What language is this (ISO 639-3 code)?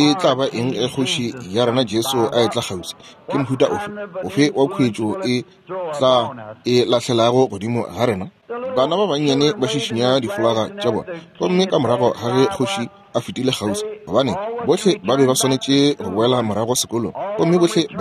nso